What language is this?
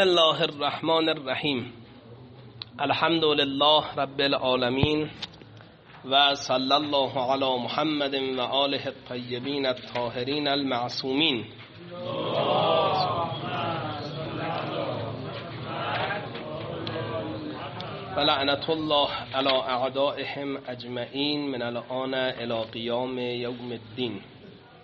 Persian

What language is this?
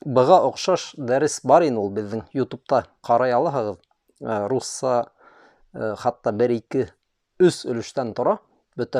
Bashkir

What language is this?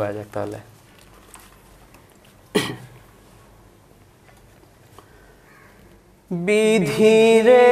Bangla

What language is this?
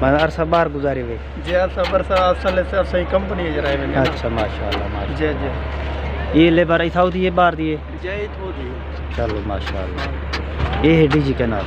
Saraiki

